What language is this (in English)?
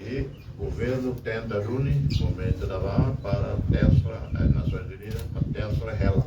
Tetum